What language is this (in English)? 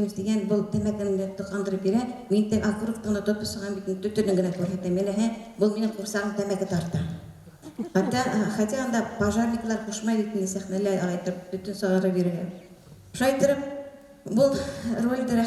Bashkir